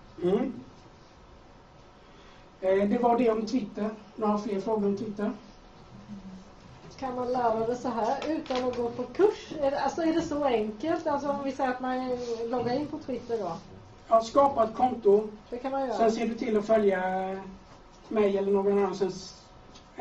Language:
Swedish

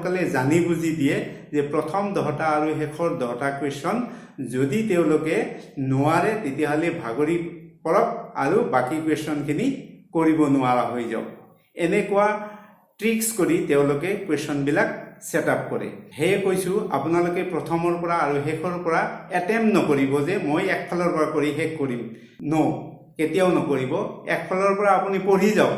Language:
Assamese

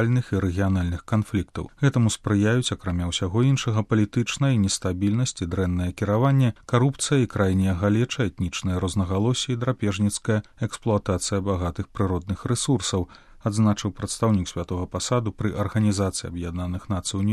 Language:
Belarusian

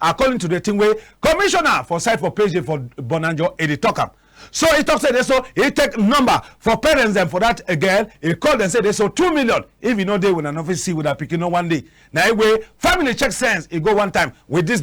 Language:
Cameroon Pidgin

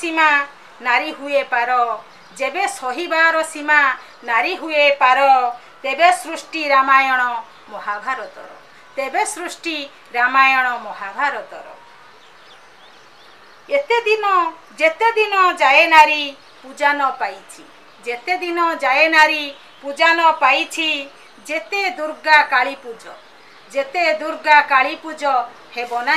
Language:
Odia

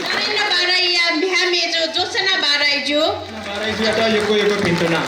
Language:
Newari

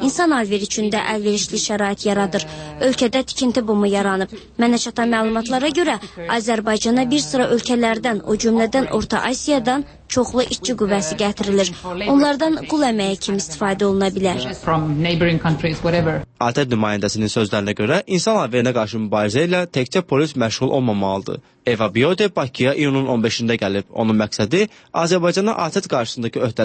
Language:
Azerbaijani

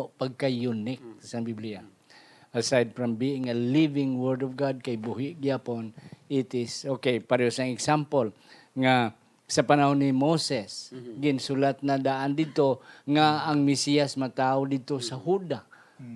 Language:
Hiligaynon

